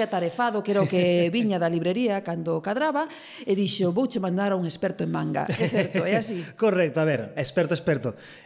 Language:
Galician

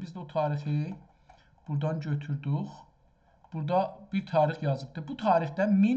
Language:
South Azerbaijani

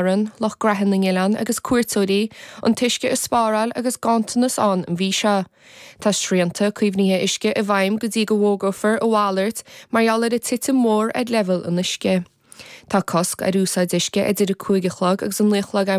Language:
Irish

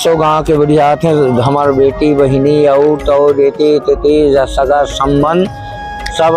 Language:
Chhattisgarhi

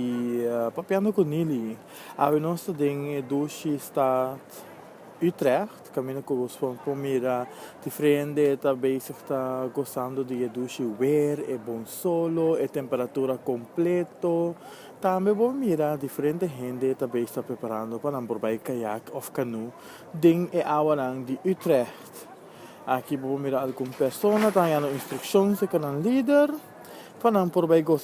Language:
Papiamento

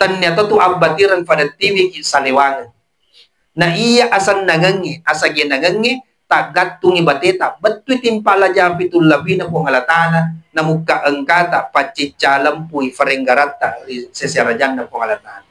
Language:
Buginese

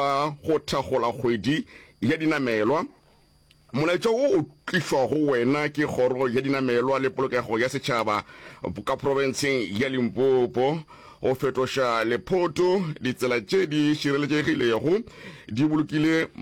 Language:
Northern Sotho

